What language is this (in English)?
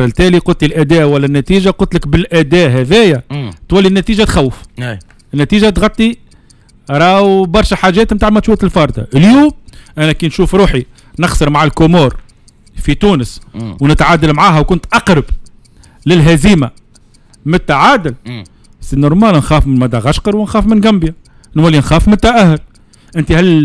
Tunisian Arabic